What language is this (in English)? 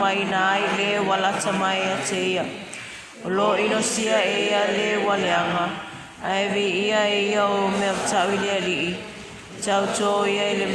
Samoan